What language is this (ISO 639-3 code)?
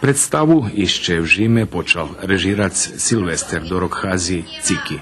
rue